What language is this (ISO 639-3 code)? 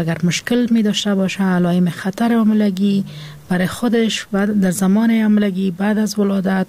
fas